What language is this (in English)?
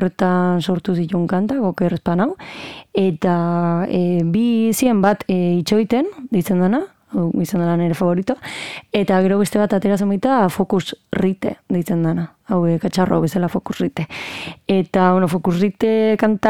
Basque